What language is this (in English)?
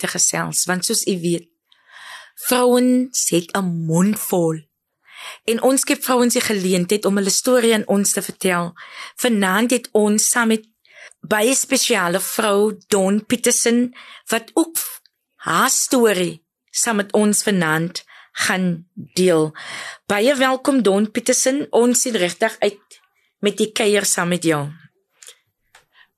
Afrikaans